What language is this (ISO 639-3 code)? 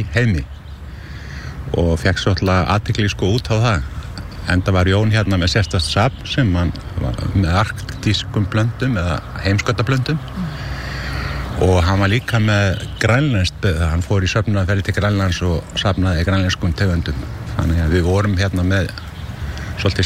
isl